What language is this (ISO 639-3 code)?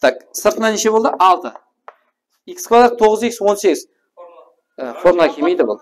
kaa